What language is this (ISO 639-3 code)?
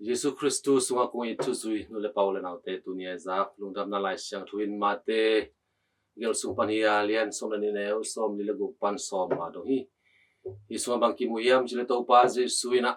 ctd